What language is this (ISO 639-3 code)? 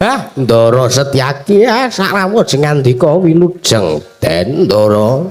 jav